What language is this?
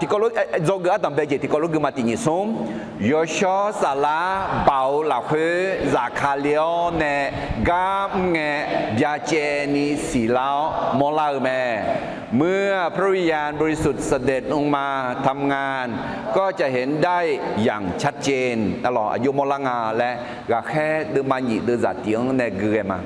Akha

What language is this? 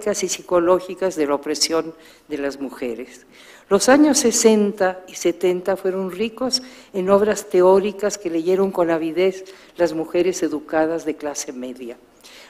Spanish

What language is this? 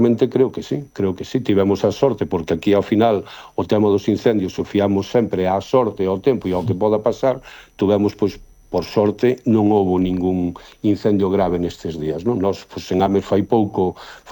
Galician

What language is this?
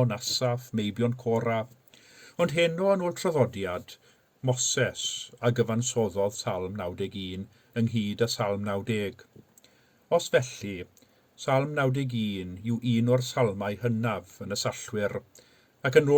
Welsh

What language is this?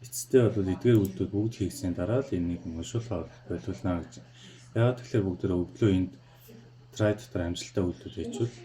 Mongolian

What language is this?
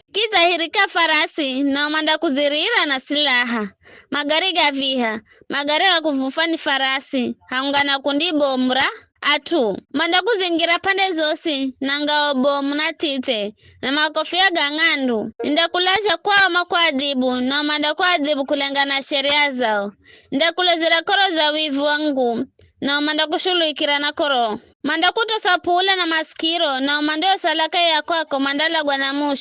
Giryama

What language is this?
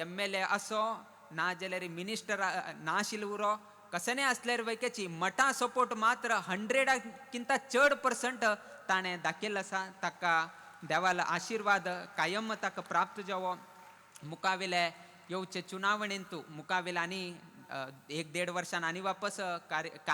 Konkani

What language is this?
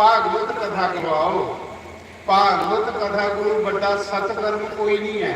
Dogri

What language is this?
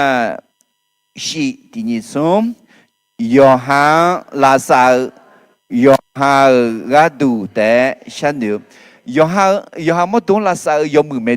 Akha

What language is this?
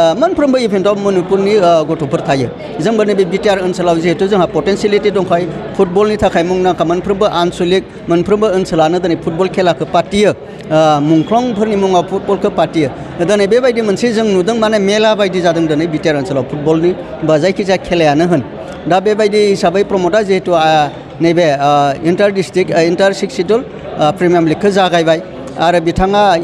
Bodo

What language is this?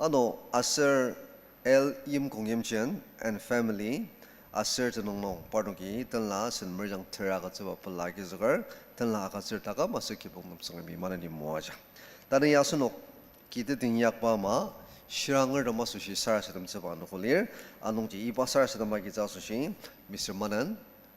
Ao Naga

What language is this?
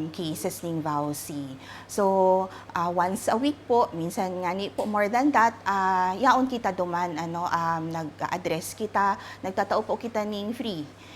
Bikol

